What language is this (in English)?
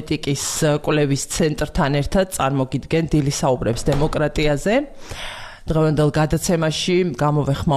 Georgian